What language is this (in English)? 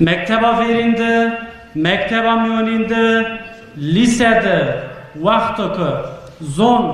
Zaza